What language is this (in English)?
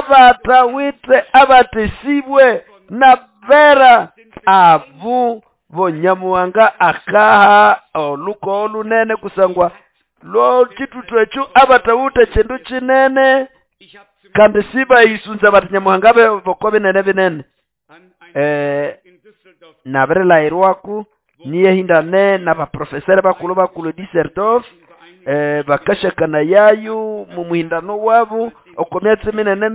Nande